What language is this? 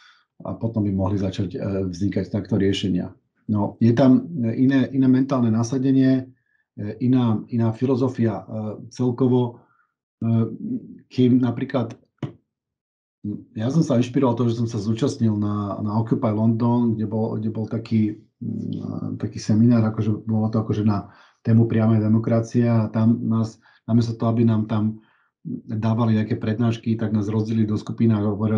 Slovak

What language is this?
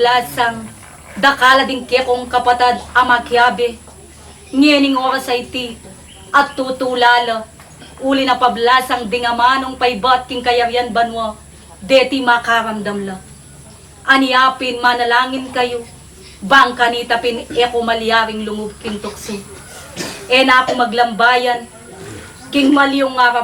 Pampanga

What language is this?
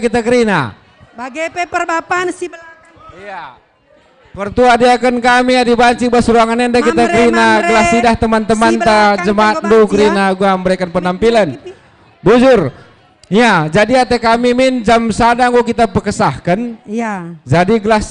Batak Karo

